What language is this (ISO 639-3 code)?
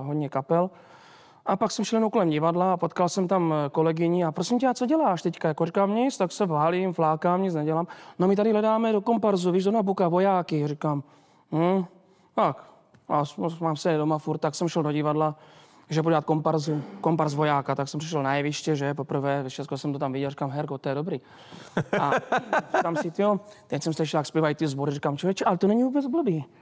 ces